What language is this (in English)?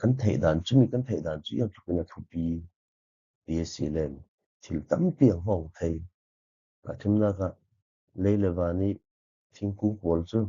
Falam Chin